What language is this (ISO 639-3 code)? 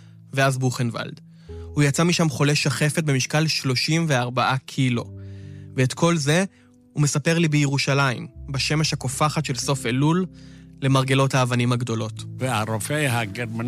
heb